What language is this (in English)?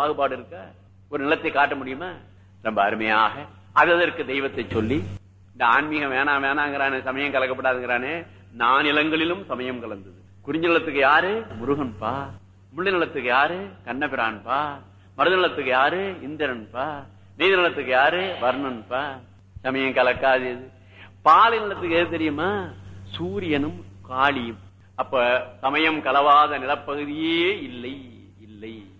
Tamil